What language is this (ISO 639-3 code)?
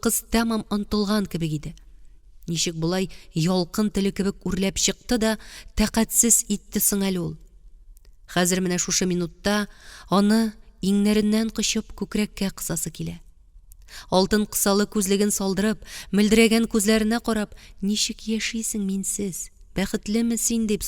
tat